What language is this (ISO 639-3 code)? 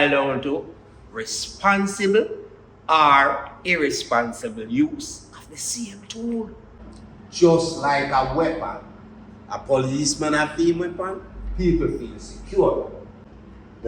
jam